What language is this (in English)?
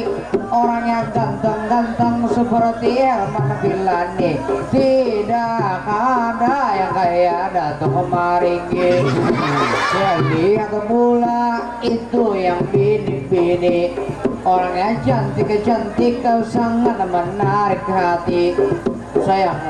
Banjar